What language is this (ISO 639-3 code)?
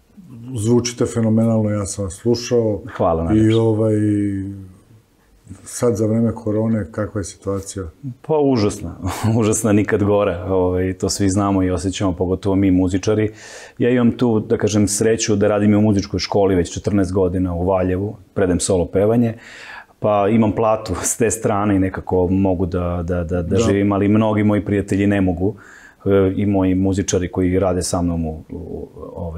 srp